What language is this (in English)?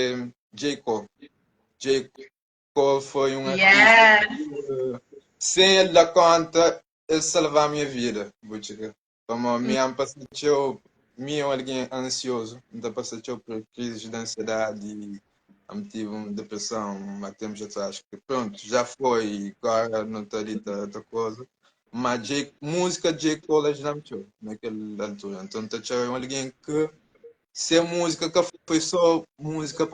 Kabuverdianu